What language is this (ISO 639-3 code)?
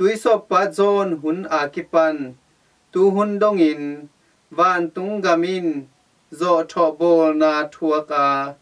ctd